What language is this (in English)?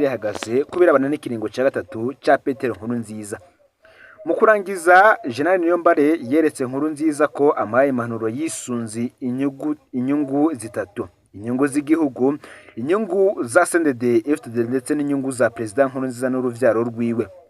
Rundi